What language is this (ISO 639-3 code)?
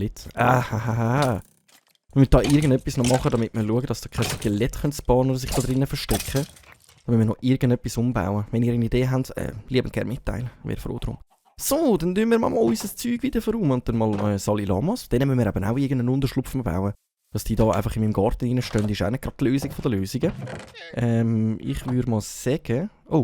gsw